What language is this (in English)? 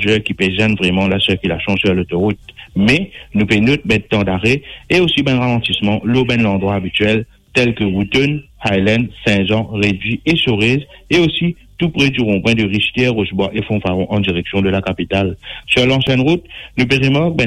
Morisyen